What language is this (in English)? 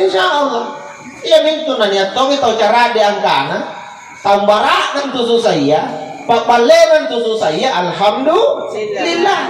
Makasar